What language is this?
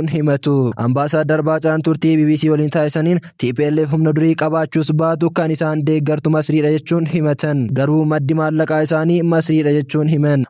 Oromo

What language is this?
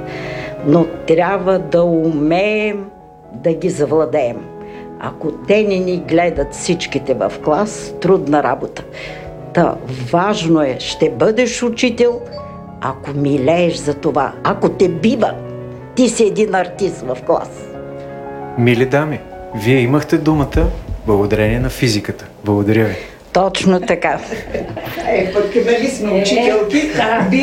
Bulgarian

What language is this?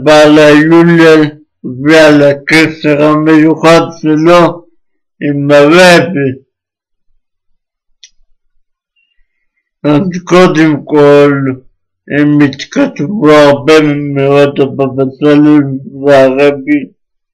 Hebrew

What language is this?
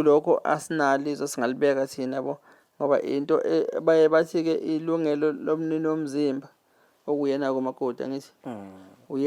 Zulu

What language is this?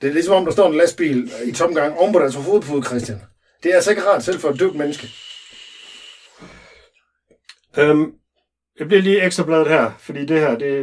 Danish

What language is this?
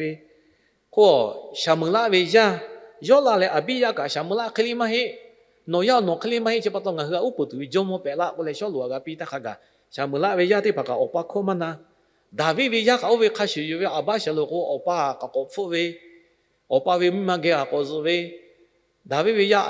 Lahu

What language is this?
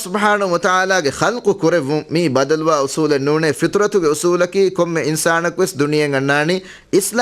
Divehi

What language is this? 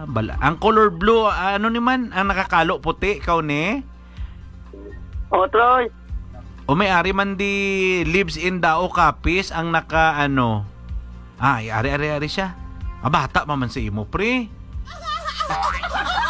Hiligaynon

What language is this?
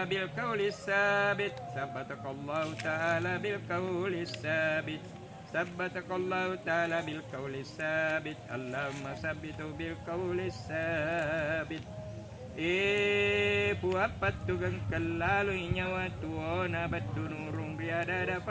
Buginese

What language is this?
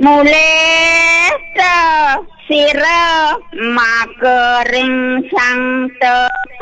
Balinese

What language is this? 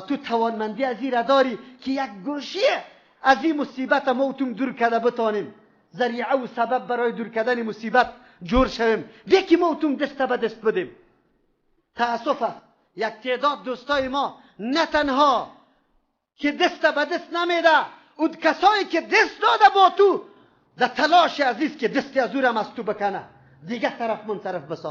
Persian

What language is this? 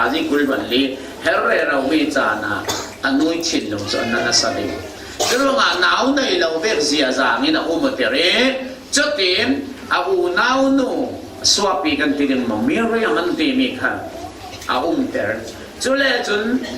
Falam Chin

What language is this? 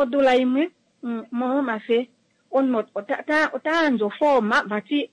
Kuanyama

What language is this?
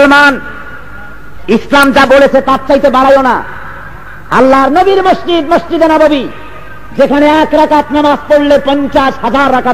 Bangla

